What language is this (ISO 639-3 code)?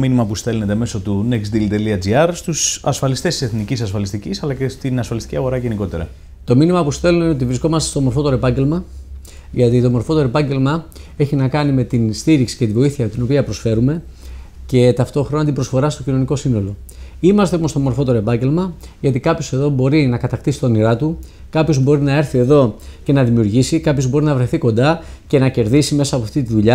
ell